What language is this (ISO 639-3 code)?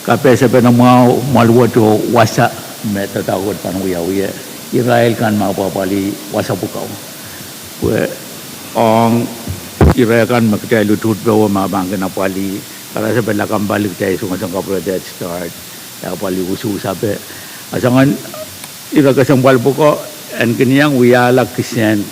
pon